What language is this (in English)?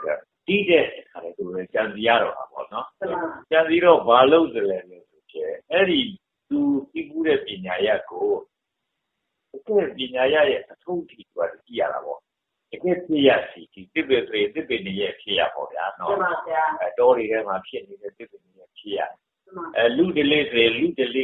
Burmese